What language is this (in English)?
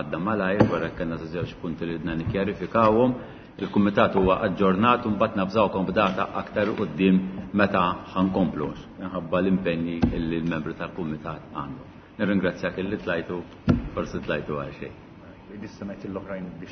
Maltese